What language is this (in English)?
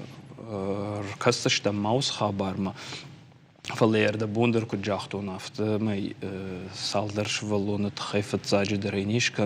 Ossetic